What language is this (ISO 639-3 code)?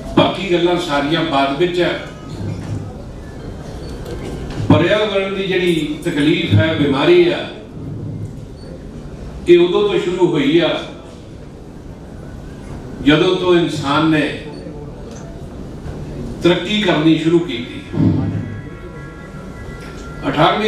pan